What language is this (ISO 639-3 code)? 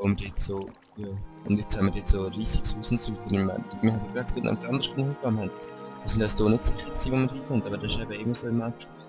gsw